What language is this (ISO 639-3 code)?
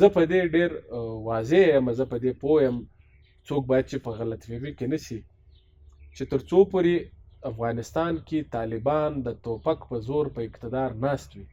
pus